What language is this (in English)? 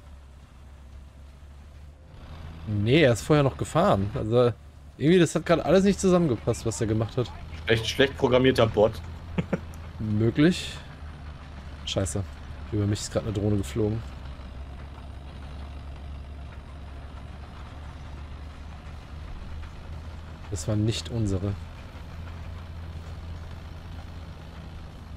German